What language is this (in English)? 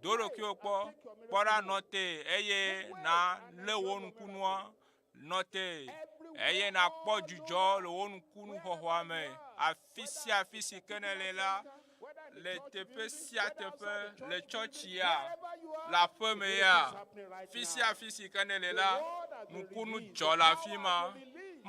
Ewe